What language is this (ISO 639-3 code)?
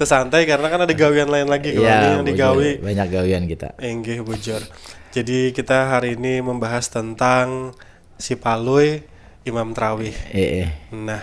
bjn